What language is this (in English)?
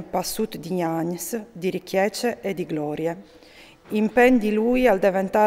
Friulian